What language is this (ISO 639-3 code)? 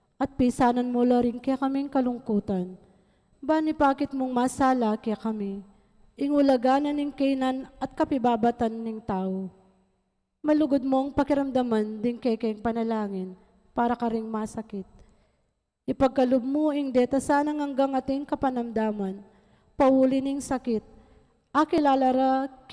pam